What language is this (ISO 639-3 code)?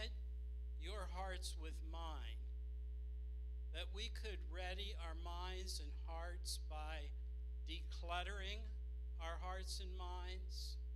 eng